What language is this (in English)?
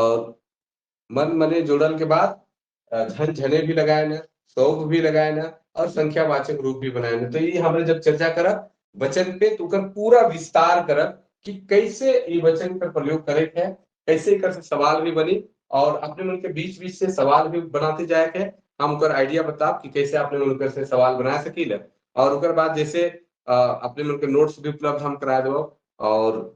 Sadri